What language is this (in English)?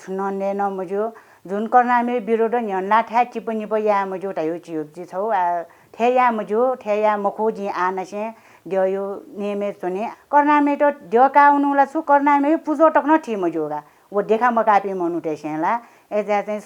Newari